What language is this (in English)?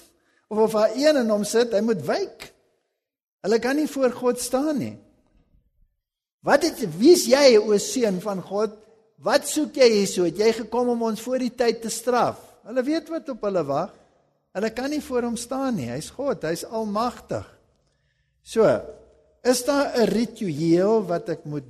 Afrikaans